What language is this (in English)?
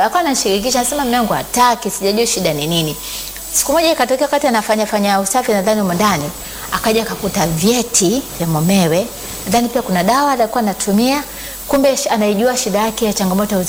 Swahili